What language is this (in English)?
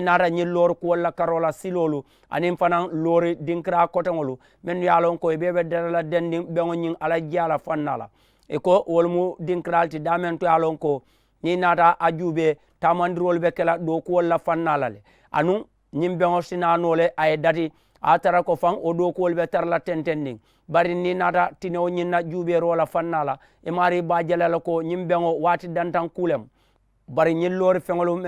Mandingo